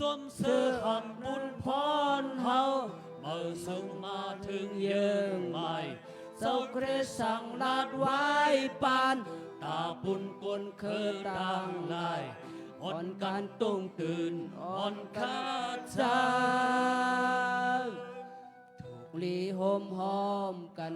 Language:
Shan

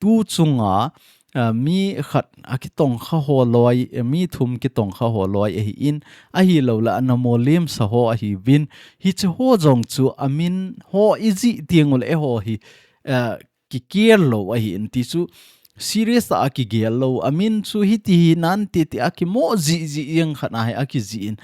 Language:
Thado Chin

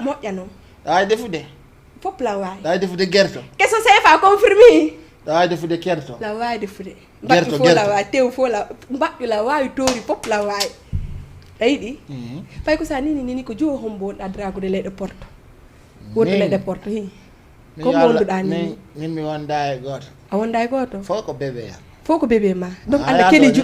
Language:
Fula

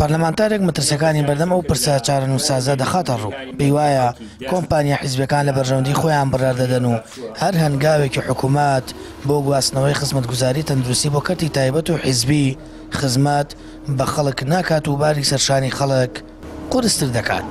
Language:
Central Kurdish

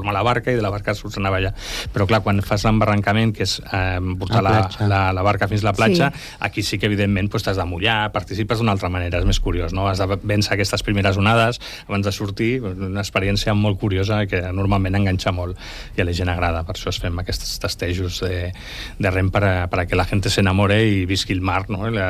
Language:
Catalan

